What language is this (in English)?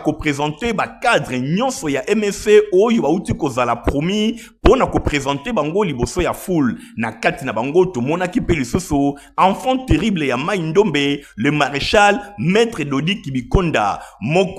Lingala